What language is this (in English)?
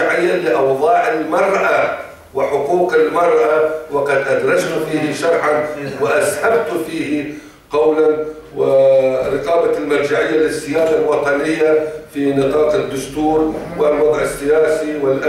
Arabic